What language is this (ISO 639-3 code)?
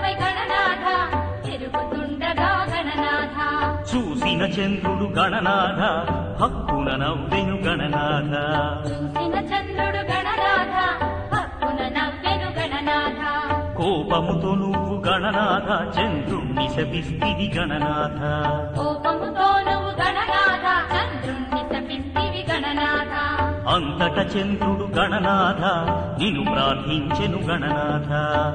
tel